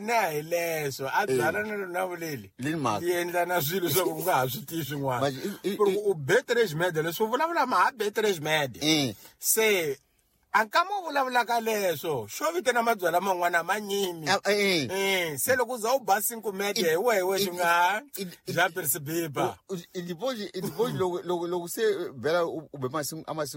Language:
Tsonga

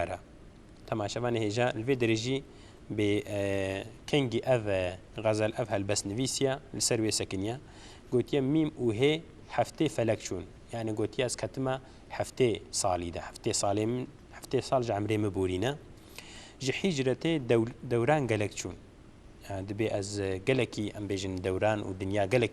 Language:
Kurdish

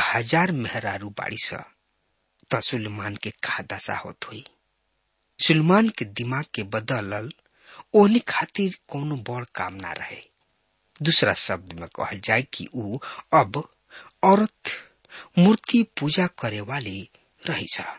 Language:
Bhojpuri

